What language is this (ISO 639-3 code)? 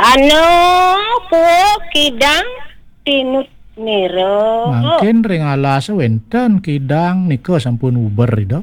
ban